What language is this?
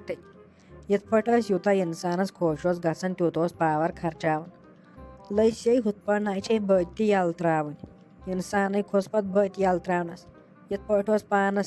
Kashmiri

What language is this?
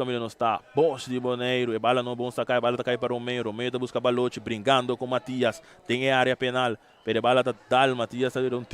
Papiamento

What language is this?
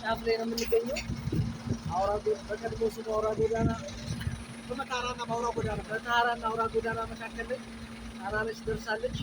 Amharic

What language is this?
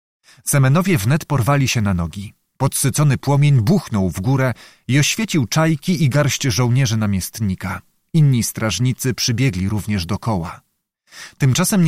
Polish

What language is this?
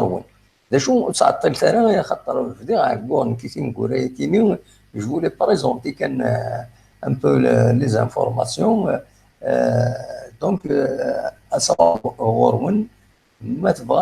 Kabyle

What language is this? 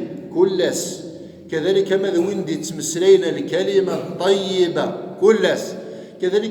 Kabyle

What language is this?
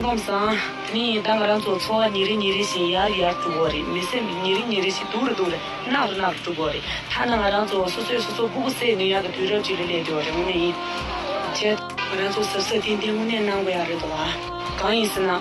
Tibetan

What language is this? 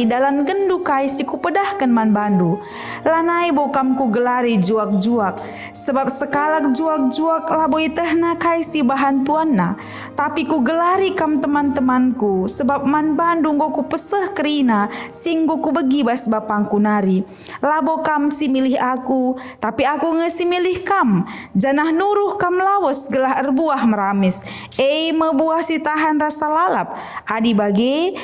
Batak Karo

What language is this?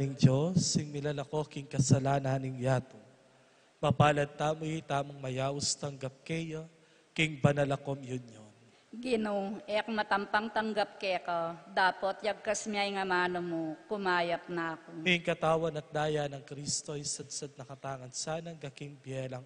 Pampanga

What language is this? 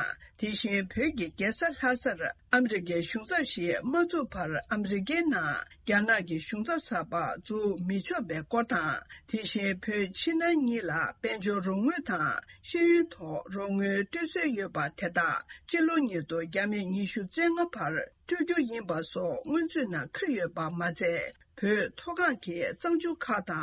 Tibetan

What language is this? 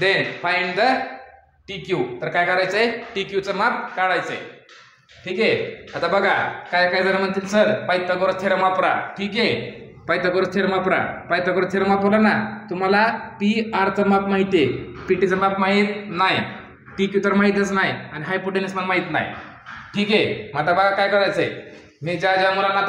Marathi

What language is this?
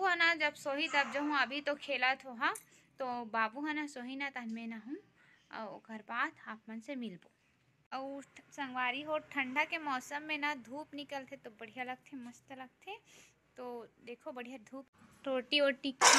Chhattisgarhi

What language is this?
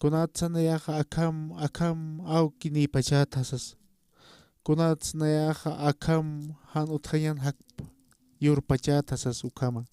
Aymara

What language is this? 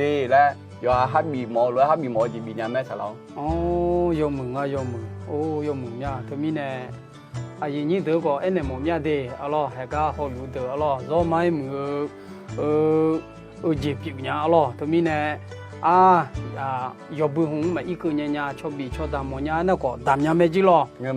Akha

